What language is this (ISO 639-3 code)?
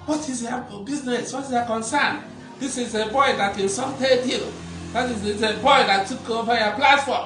ibo